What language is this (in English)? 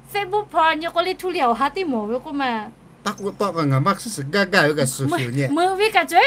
Lahu